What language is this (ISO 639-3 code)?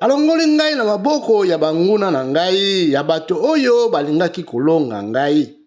lin